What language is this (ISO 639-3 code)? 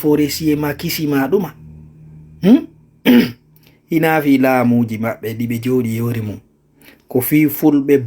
ful